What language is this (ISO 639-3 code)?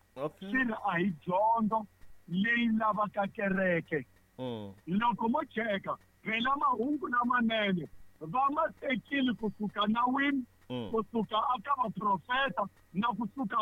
tso